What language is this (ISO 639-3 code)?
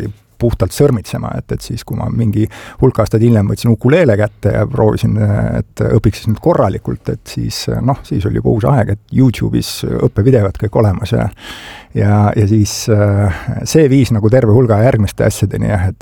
est